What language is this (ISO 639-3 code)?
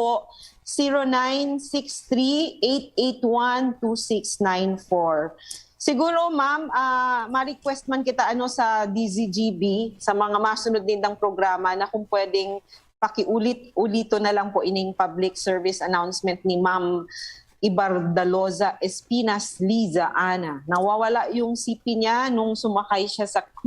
bik